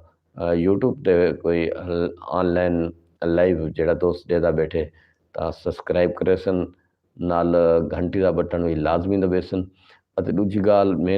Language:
Saraiki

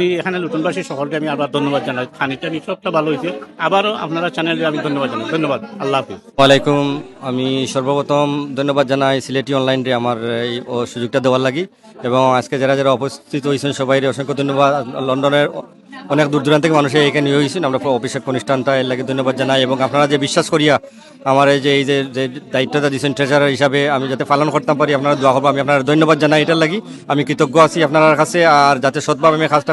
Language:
Sylheti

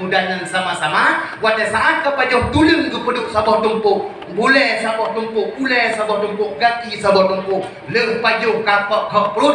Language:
Achinese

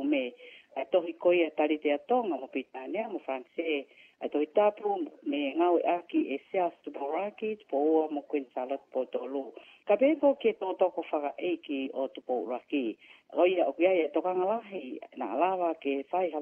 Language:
Tongan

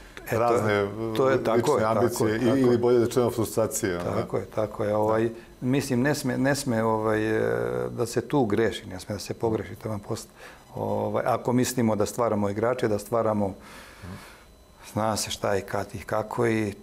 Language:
Serbian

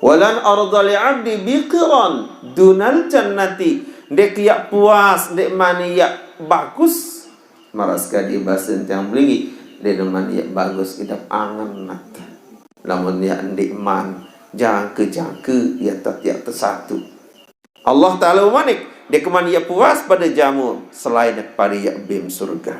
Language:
Sasak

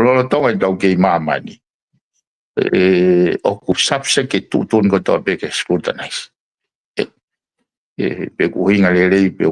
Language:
Tongan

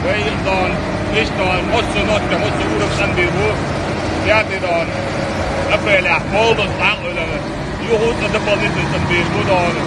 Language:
Chechen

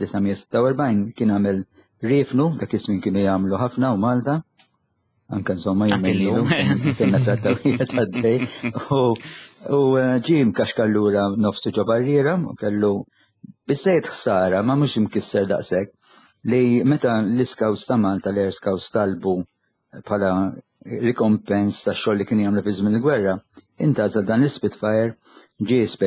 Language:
Maltese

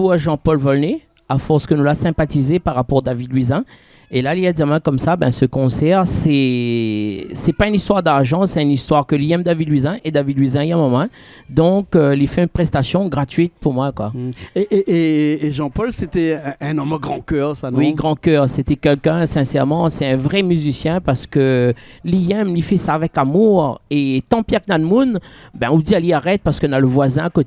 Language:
Réunion Creole French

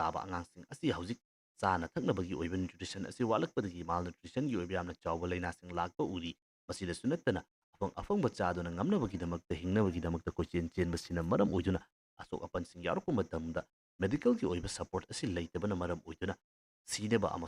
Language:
Manipuri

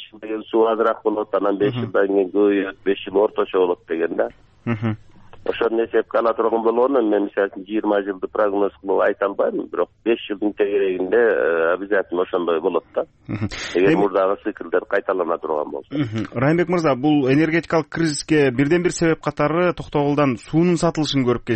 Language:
Kyrgyz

